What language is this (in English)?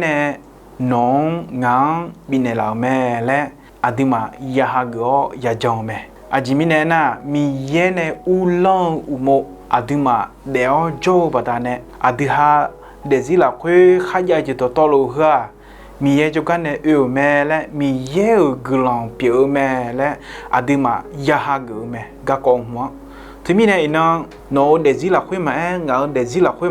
Akha